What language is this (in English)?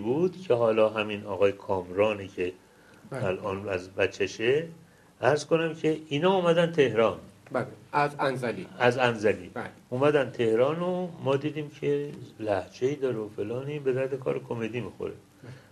Persian